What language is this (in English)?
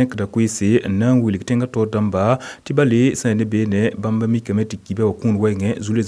Mossi